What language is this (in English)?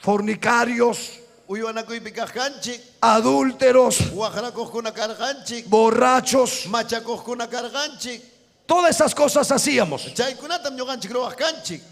Ayacucho Quechua